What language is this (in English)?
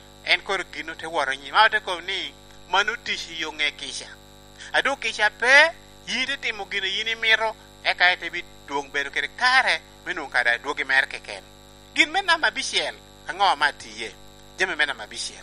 Lango (Uganda)